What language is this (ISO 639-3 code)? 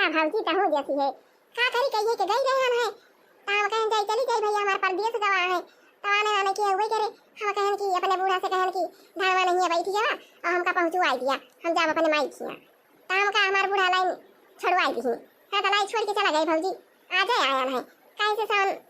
awa